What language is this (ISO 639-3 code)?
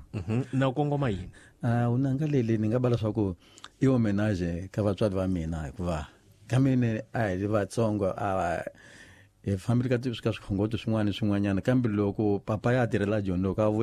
tso